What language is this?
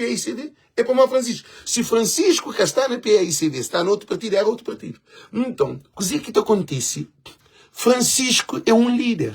Kabuverdianu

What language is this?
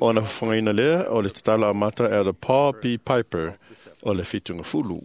Samoan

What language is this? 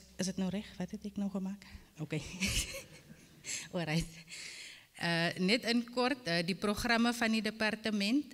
Afrikaans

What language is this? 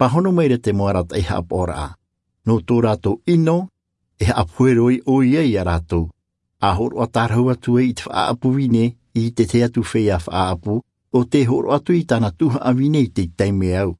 Tahitian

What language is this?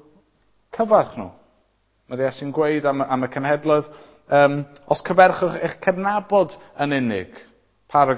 Welsh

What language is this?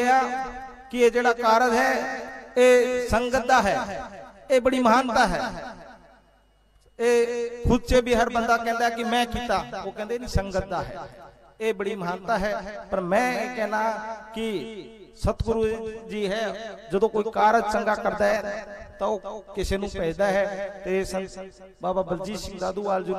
Punjabi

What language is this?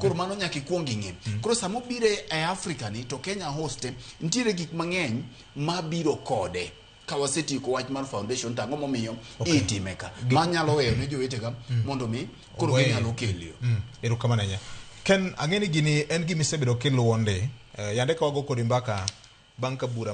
Luo (Kenya and Tanzania)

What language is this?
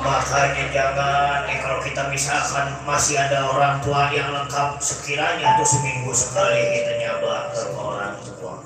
Betawi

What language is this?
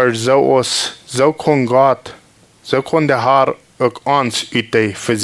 Plautdietsch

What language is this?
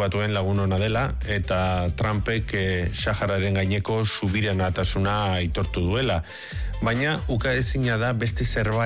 Basque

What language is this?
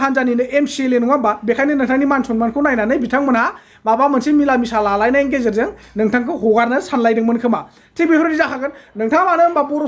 Bodo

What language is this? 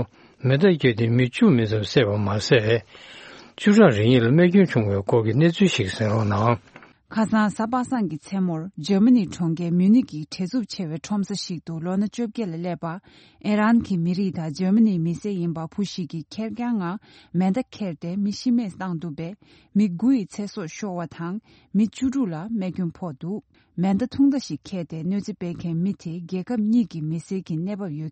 Tibetan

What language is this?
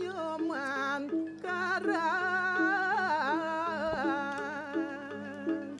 Balinese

